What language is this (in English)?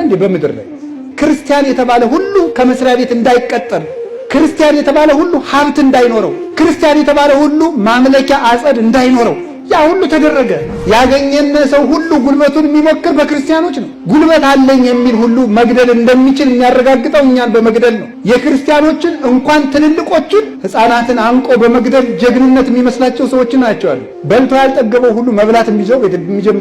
Amharic